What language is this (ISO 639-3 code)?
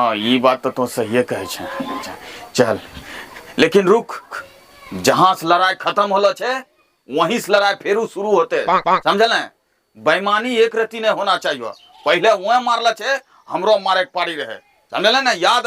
anp